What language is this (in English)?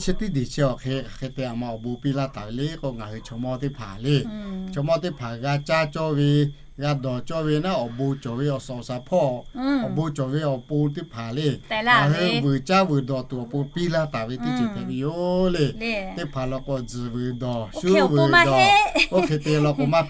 Lahu